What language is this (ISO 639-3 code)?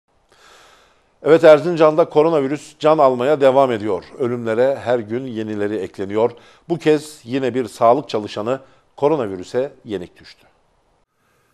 tur